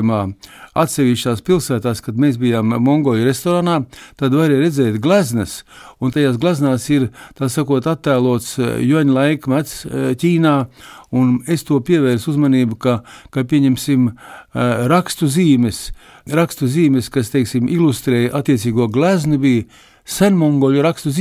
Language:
Latvian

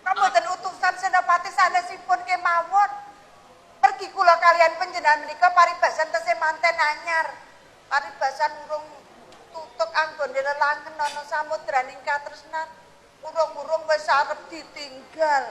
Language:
Javanese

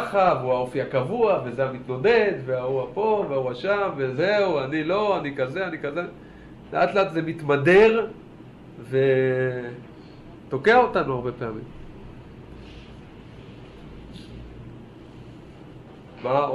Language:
Hebrew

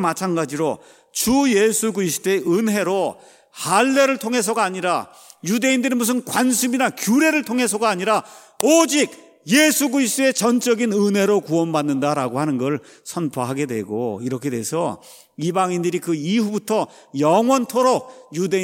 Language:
Korean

